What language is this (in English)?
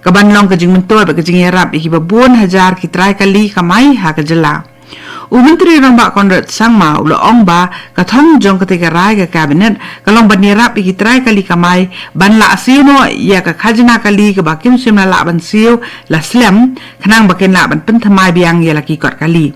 Khasi